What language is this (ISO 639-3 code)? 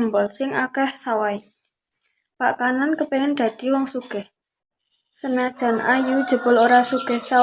jav